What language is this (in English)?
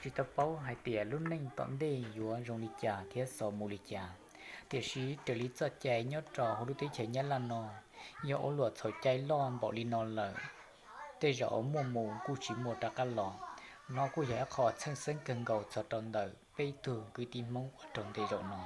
Hmong